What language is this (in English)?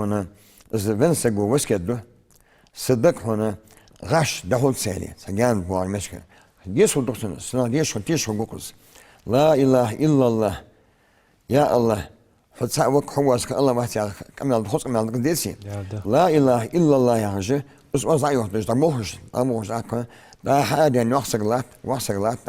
Ingush